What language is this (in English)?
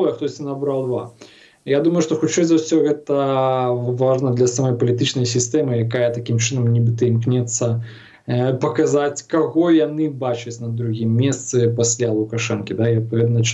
Belarusian